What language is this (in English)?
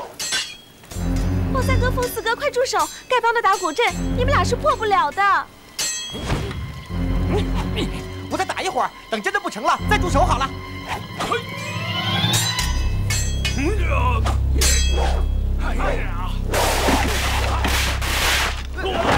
Chinese